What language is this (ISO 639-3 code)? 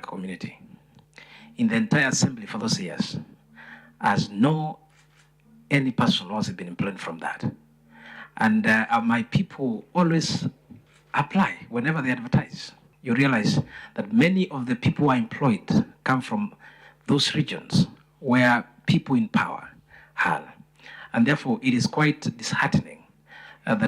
kam